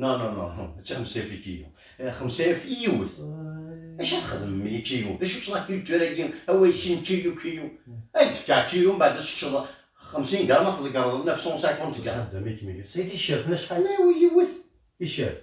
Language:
Kabyle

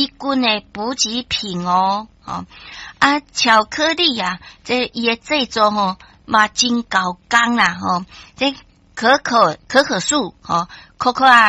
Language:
Min Nan Chinese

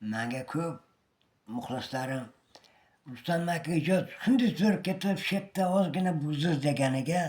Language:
Uzbek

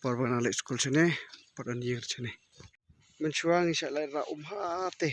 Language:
Khasi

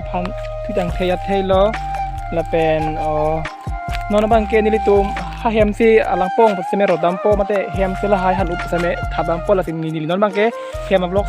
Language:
Karbi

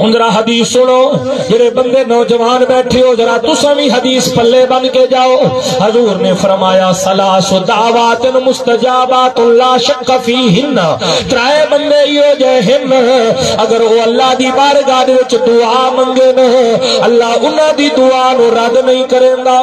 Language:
Saraiki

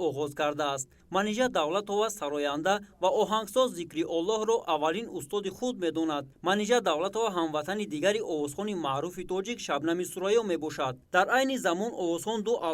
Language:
Tajik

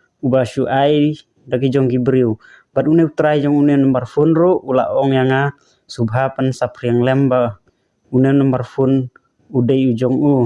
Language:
Khasi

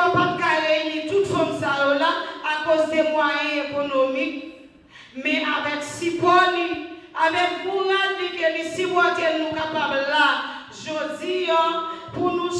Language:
Haitian Creole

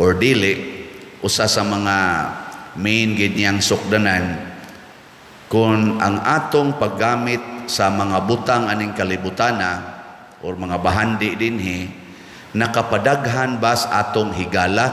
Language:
Cebuano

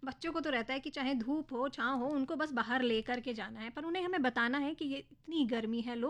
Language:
Hindi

